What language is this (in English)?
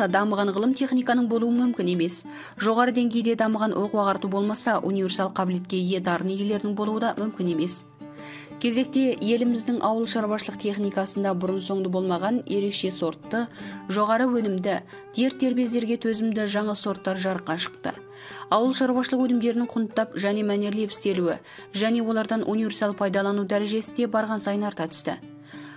Kazakh